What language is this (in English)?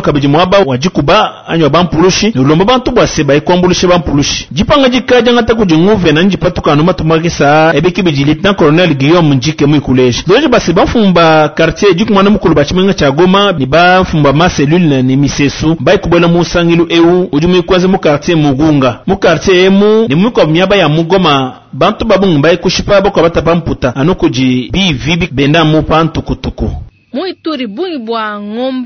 Luba-Lulua